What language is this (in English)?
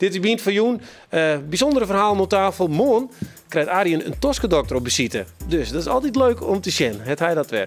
Western Frisian